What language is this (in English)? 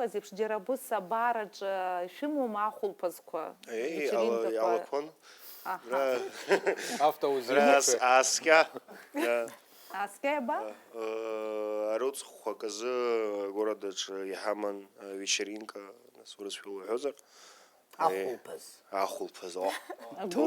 Abkhazian